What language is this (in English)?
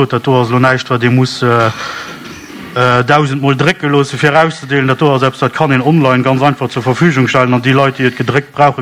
Luxembourgish